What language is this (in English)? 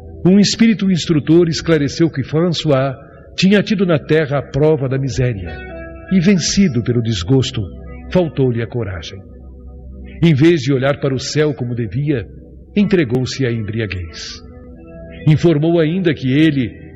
Portuguese